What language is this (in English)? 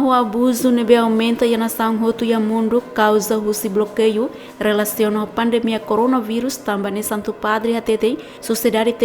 Tetum